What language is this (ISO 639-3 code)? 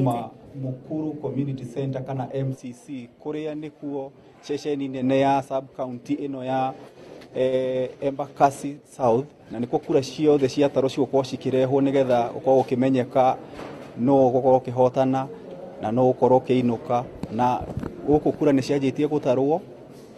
kik